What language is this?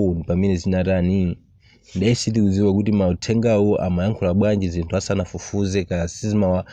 Nyanja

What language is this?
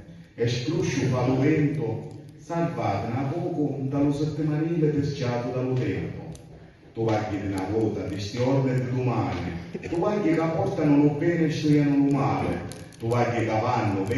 Sicilian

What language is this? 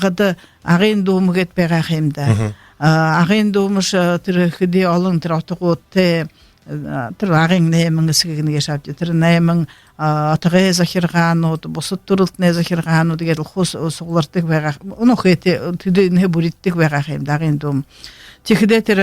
Buriat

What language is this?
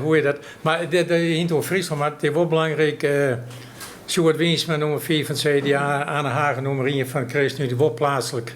Western Frisian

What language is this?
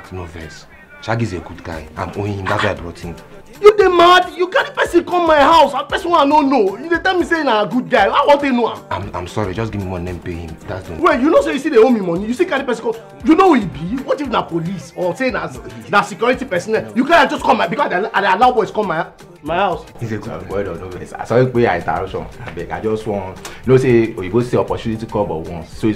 Nigerian Pidgin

